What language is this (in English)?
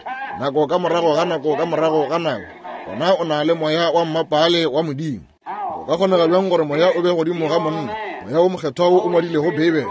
Northern Sotho